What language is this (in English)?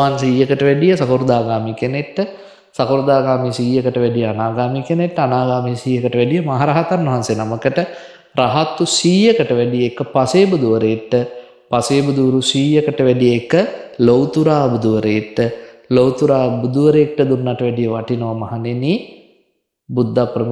Sinhala